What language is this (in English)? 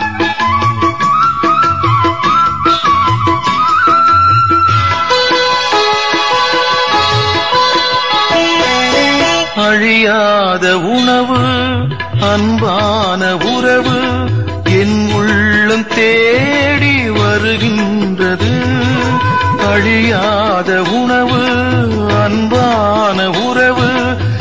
Tamil